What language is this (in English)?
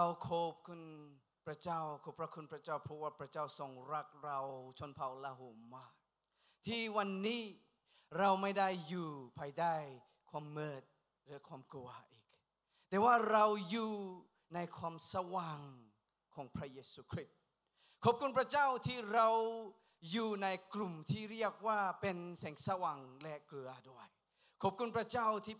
Lahu